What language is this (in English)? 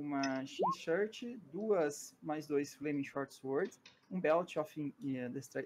Portuguese